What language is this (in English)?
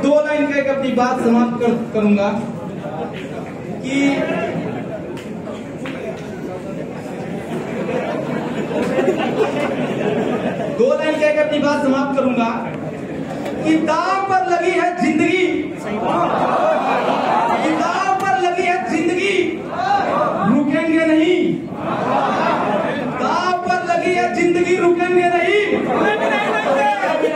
Hindi